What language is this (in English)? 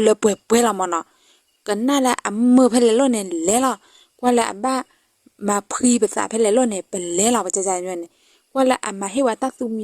S'gaw Karen